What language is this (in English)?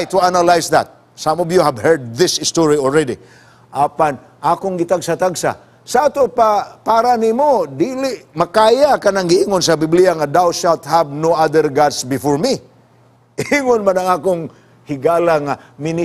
Cebuano